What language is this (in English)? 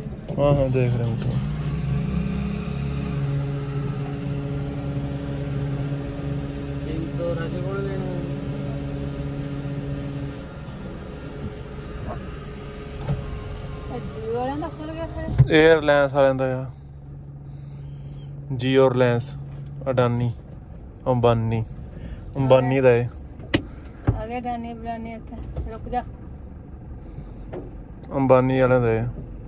Punjabi